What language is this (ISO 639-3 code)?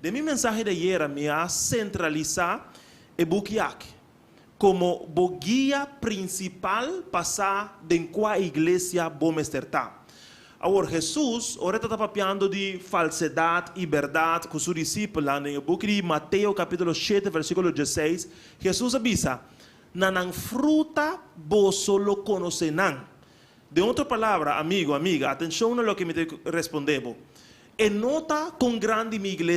pap